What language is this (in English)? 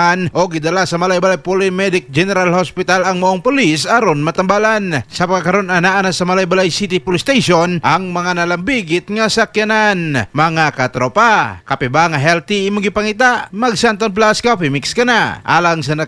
Cebuano